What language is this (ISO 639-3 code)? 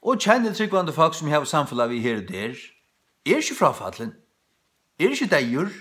fao